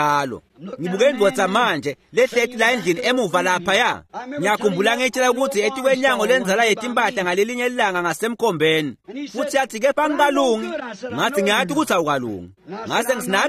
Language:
Swati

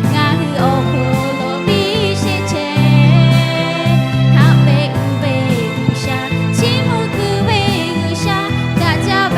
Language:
Lahu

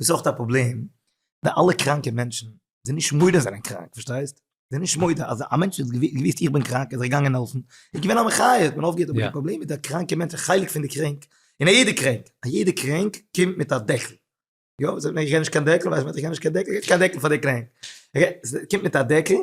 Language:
Yiddish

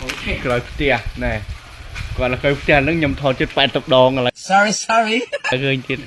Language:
Khmer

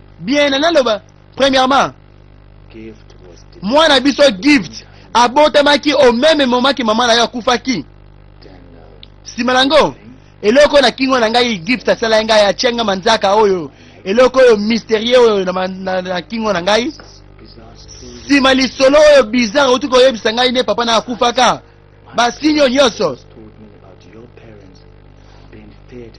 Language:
Lingala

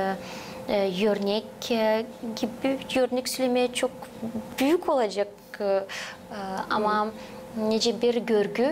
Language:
Gagauz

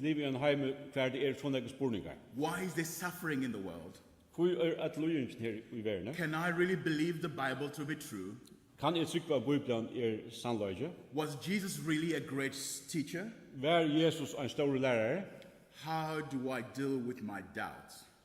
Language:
Faroese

